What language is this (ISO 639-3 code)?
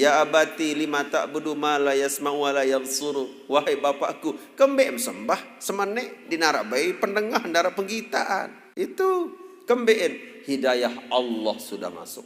sas